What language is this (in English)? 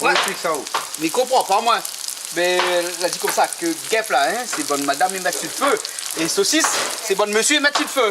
Réunion Creole French